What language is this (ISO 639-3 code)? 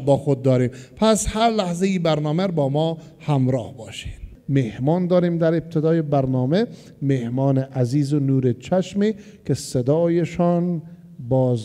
fas